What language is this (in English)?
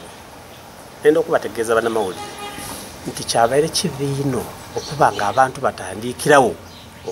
Soga